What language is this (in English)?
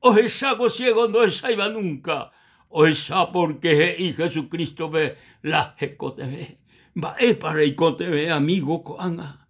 Guarani